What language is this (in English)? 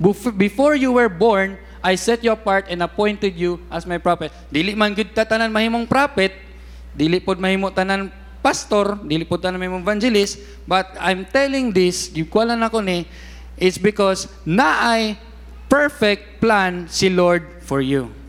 Cebuano